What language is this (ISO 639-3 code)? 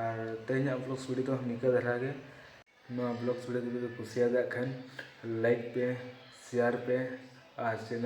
sat